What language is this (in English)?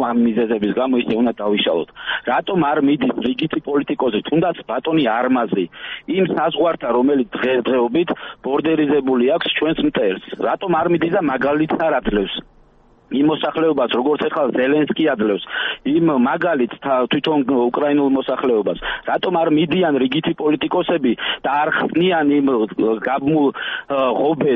Georgian